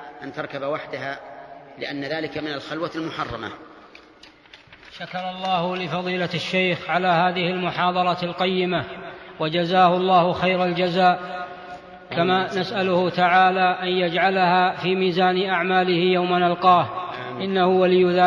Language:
Arabic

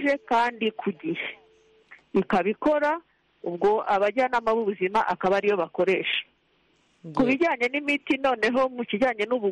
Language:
Kinyarwanda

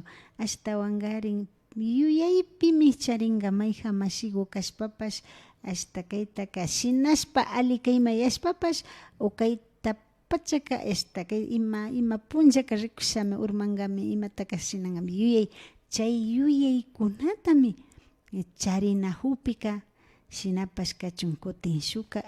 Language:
Imbabura Highland Quichua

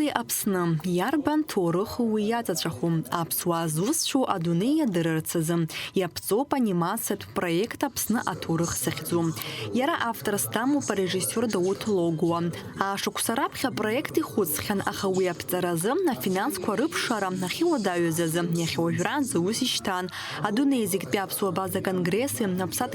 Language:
Abkhazian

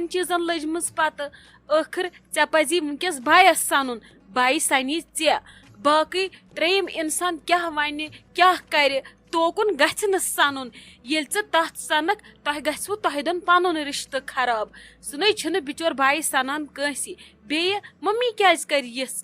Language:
Kashmiri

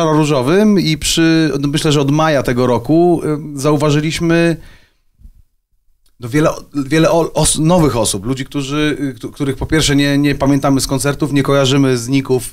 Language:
Polish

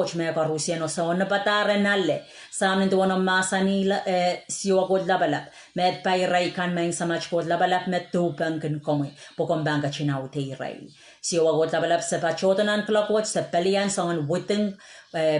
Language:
Pohnpeian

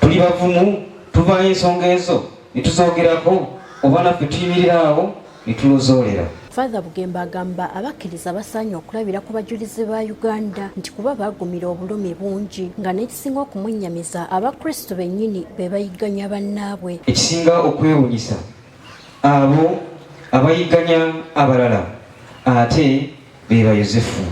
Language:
Ganda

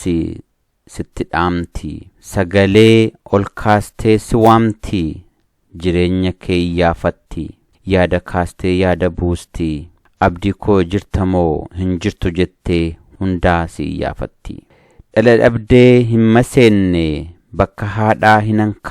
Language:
Oromo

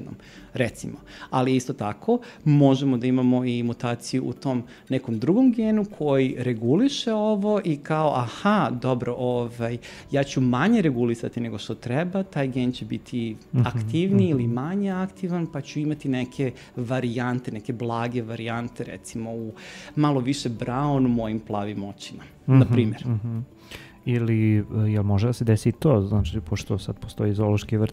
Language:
Serbian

